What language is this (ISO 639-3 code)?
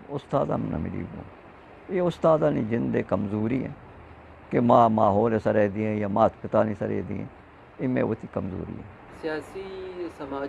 bgp